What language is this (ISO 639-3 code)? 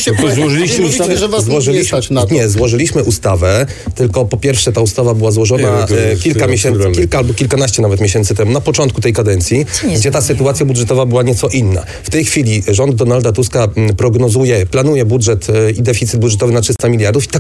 pol